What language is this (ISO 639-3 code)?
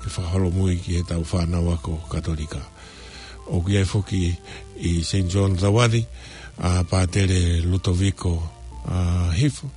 ton